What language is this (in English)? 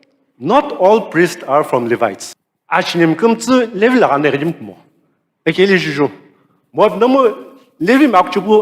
Sumi Naga